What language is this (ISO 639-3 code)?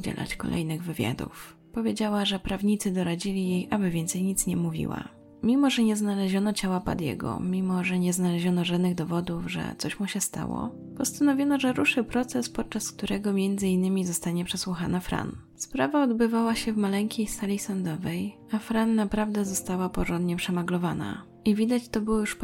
pol